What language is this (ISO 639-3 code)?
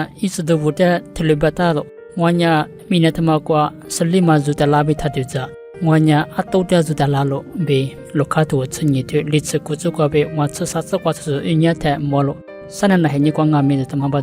lis